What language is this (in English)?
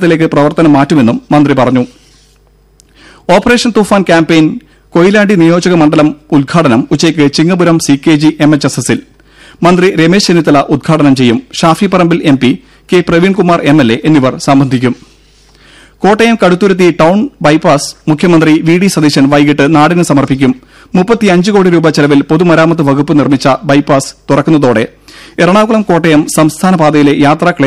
Malayalam